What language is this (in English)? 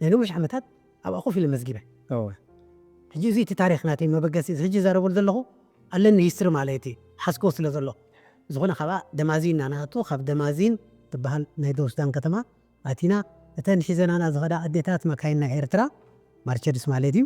Tigrinya